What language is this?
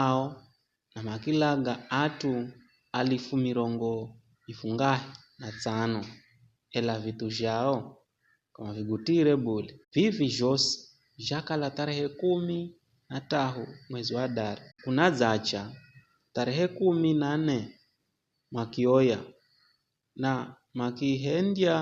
Giryama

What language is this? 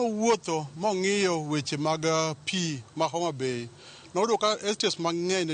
Luo (Kenya and Tanzania)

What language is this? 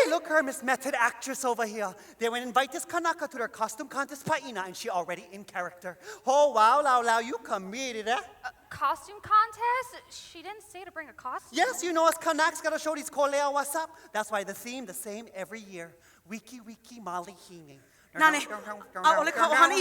Hawaiian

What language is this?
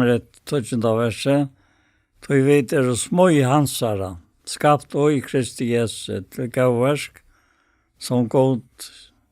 Faroese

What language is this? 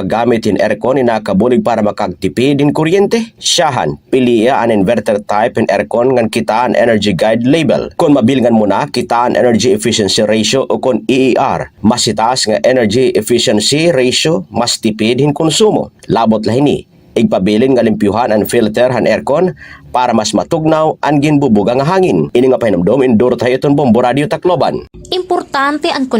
Waray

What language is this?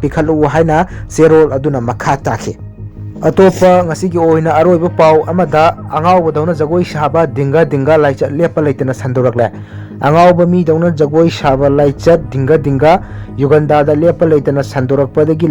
Manipuri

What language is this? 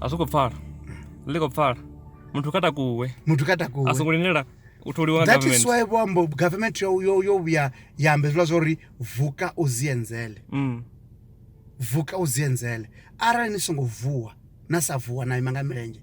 Venda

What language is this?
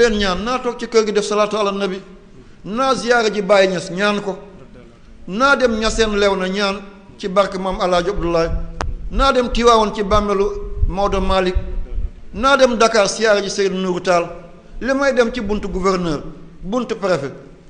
Wolof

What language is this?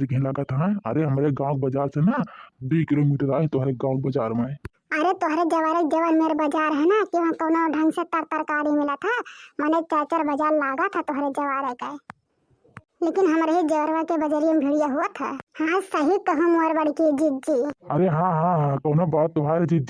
Awadhi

